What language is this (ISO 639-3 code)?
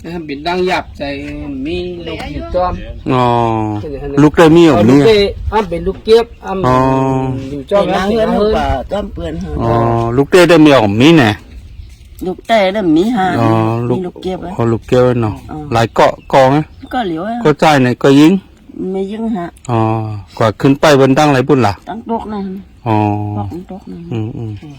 shn